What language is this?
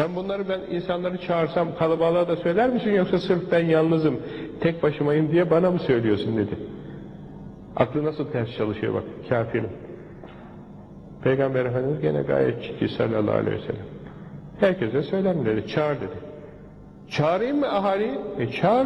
Turkish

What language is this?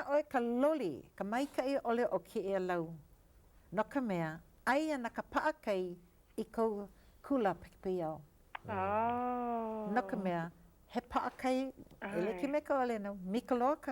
Hawaiian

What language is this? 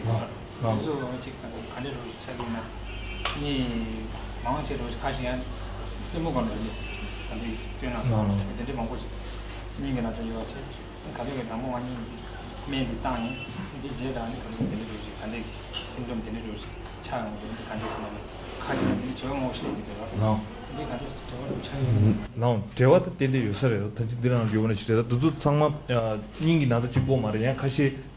Tibetan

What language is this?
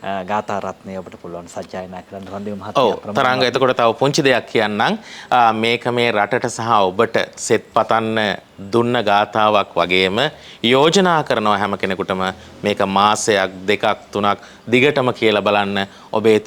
Sinhala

